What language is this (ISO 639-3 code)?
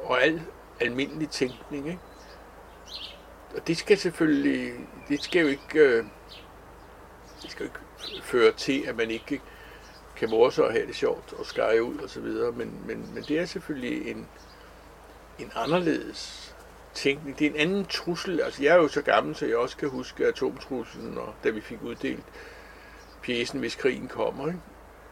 dan